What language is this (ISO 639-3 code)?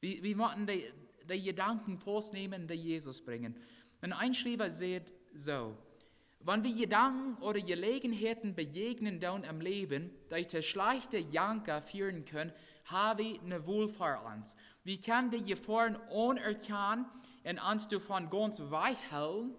pdt